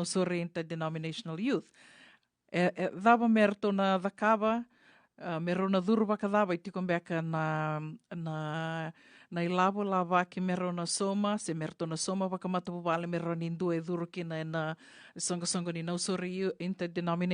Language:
Fijian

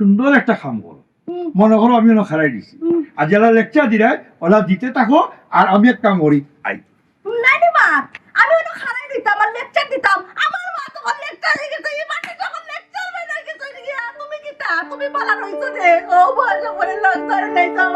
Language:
Sylheti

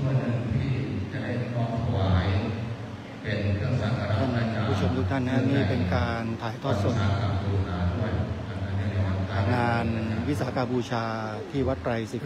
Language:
Thai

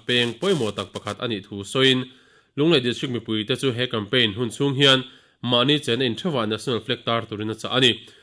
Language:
Mizo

